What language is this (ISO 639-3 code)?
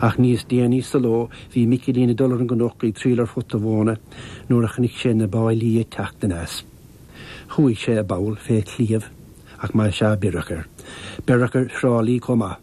gle